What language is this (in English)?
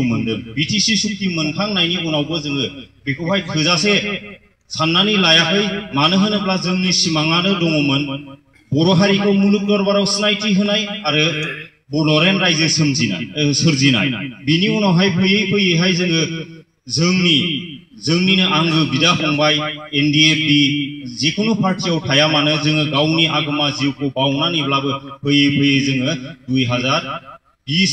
Bodo